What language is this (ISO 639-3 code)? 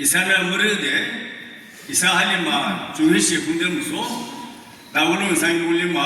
yim